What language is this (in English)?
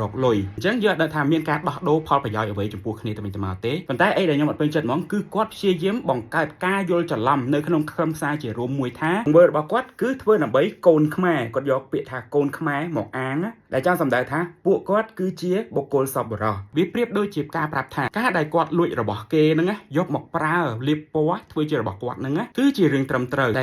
Khmer